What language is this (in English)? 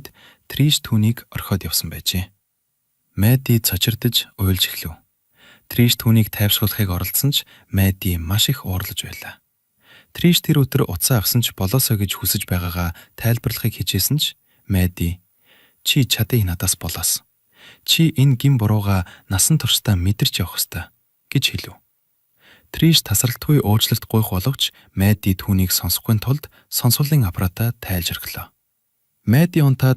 Mongolian